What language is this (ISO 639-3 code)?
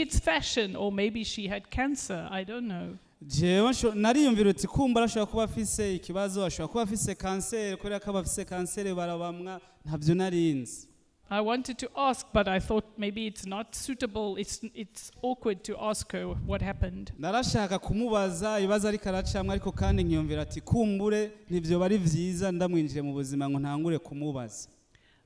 run